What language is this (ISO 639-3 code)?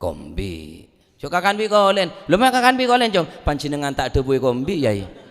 mad